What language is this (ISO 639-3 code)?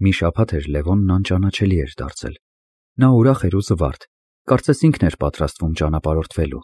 hye